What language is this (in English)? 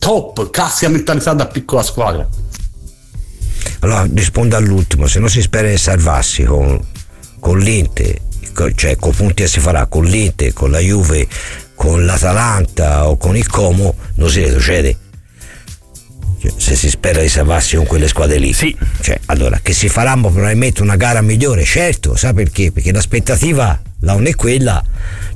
Italian